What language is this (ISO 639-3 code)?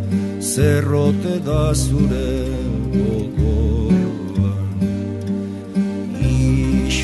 eus